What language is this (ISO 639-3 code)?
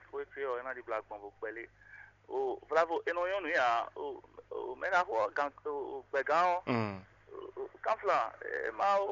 fon